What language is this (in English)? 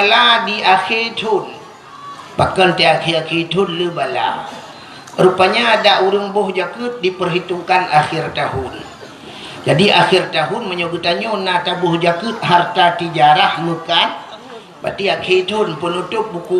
Achinese